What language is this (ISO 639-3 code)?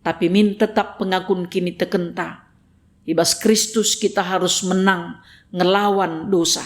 btx